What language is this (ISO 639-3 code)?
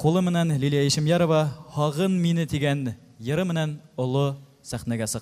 bak